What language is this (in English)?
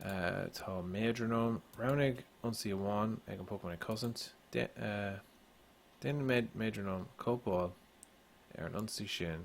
Irish